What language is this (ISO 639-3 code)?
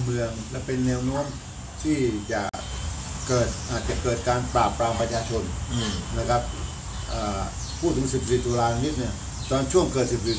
tha